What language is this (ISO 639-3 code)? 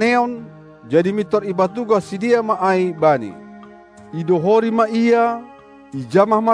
bts